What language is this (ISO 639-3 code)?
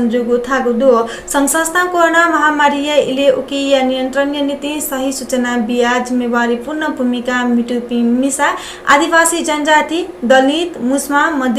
new